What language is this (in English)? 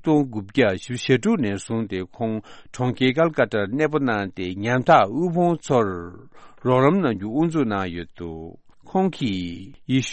Tibetan